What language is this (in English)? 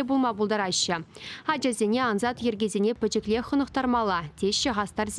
Chuvash